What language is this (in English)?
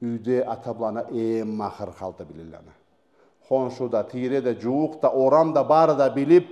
Karachay-Balkar